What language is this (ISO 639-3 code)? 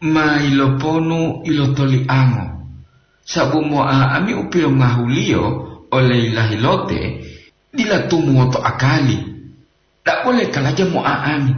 gor